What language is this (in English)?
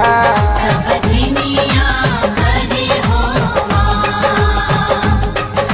Bhojpuri